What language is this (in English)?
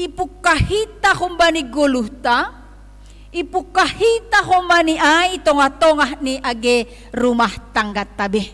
Batak Simalungun